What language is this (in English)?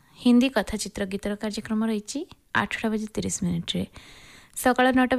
Odia